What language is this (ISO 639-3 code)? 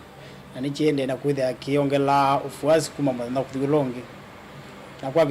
kam